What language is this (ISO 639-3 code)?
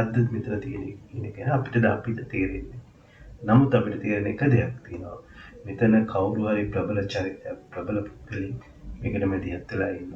sin